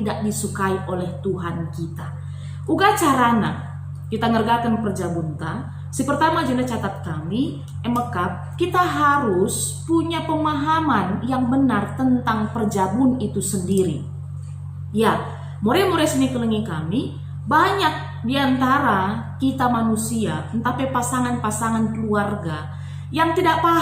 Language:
Batak Karo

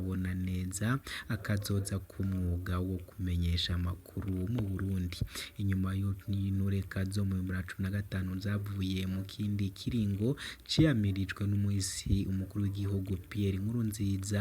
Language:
Rundi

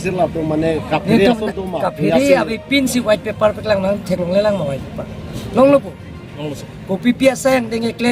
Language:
Karbi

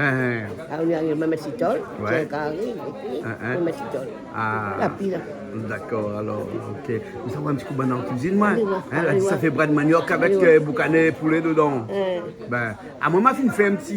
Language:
Réunion Creole French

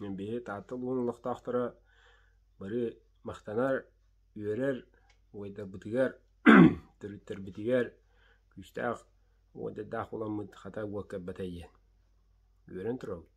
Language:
Yakut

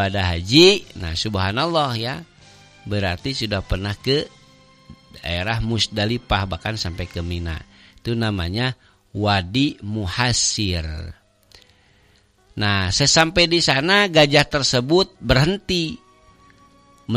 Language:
Indonesian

